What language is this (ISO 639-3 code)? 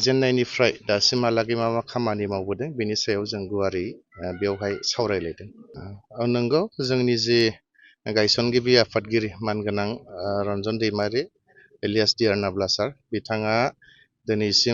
brx